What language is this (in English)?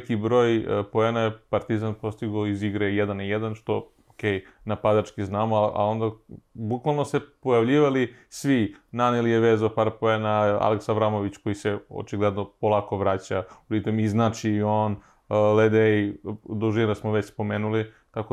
Serbian